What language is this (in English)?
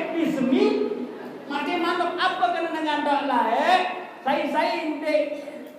Sasak